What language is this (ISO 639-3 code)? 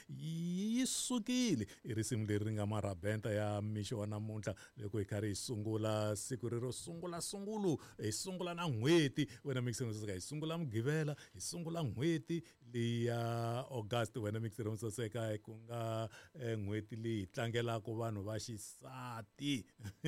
tso